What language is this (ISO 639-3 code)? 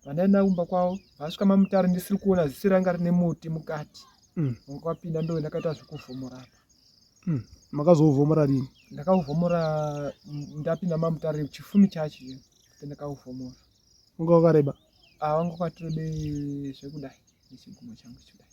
sna